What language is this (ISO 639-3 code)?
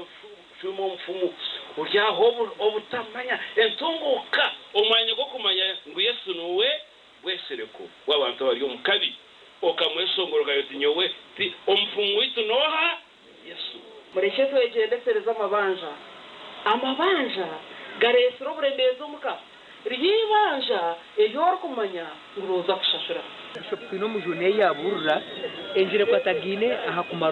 nyn